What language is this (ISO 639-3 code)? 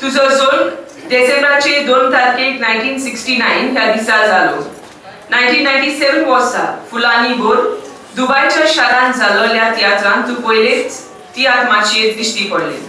kok